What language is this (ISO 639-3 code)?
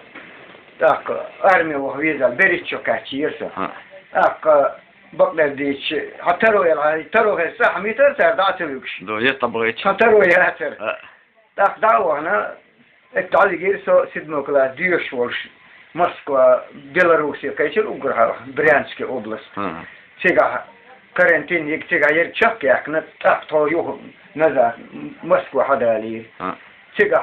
che